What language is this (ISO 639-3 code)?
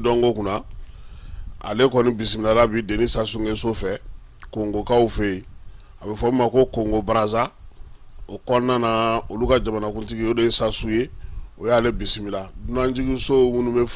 bam